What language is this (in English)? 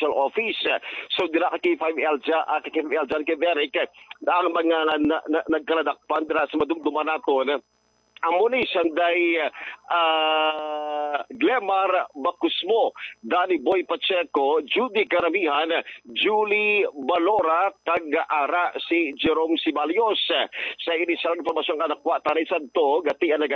Hiligaynon